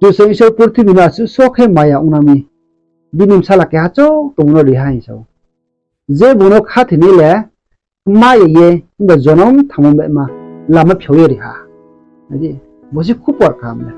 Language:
Riang (India)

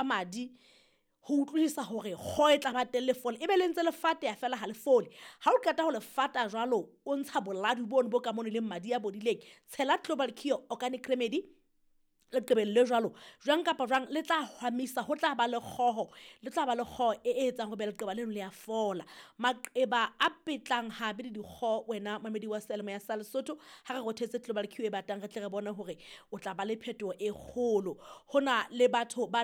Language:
Southern Sotho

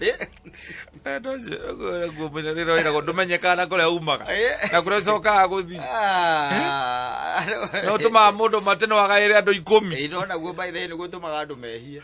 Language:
Kikuyu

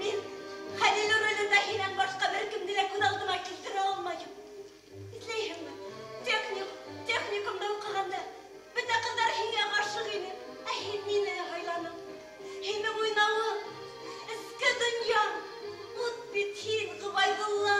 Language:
Bashkir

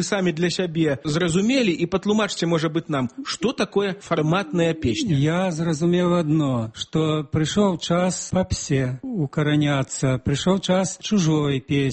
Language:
Belarusian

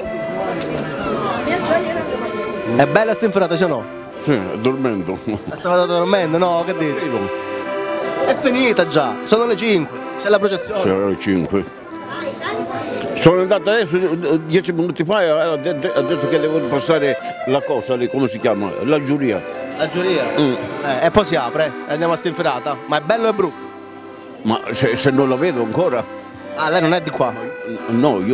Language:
Italian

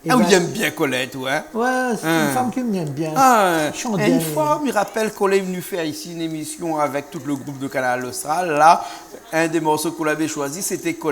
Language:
Réunion Creole French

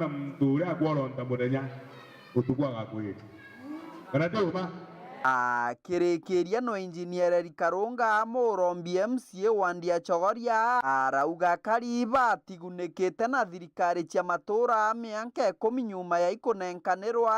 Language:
Meru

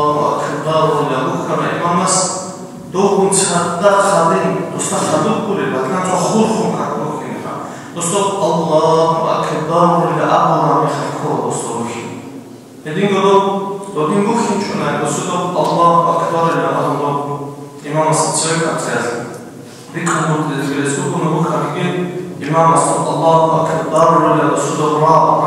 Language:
Avaric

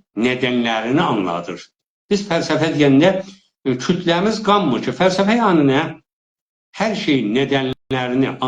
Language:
South Azerbaijani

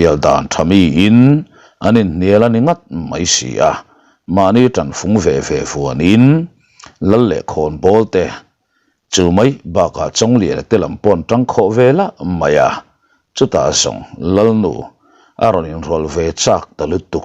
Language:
Mizo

